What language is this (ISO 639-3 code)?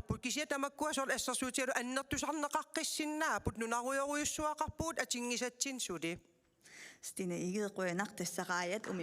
kal